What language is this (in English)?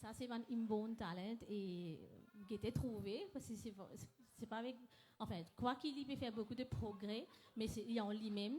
Morisyen